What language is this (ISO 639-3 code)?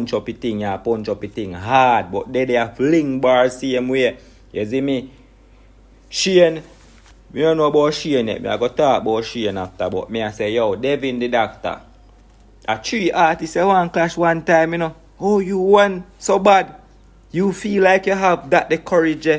jam